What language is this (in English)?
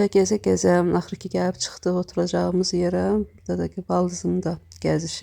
Azerbaijani